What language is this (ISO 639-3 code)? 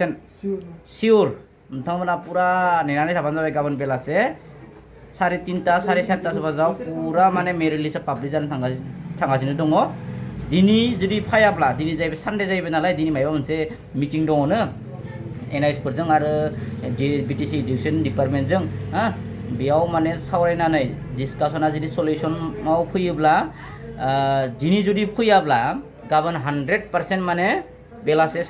brx